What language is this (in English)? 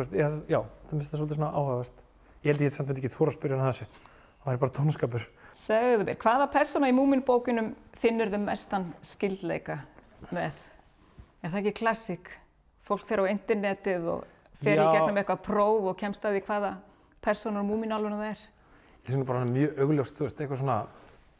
Icelandic